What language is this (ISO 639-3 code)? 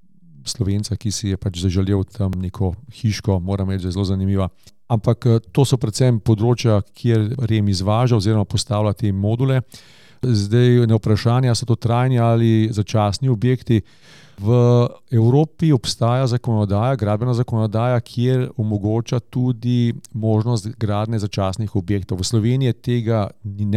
slv